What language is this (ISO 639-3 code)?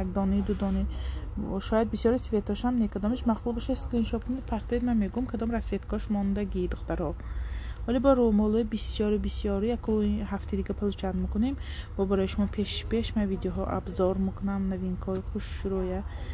tgk